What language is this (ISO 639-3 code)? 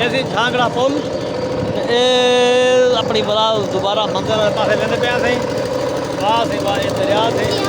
skr